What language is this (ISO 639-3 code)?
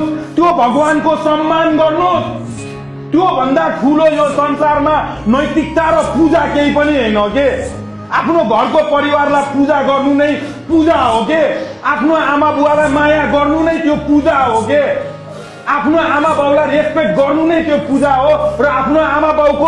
nep